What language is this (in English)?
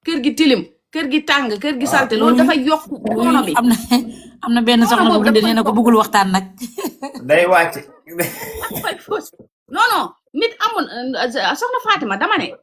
Wolof